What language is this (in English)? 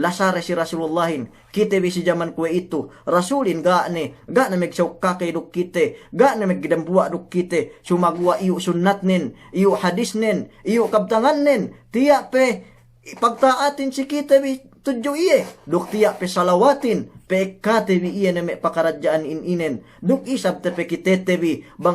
Yakan